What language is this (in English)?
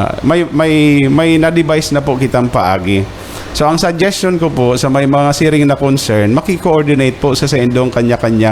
Bikol